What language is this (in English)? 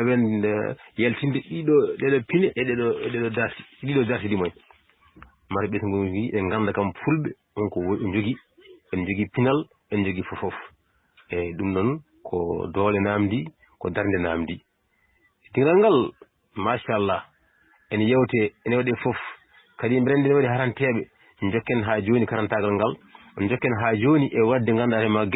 Fula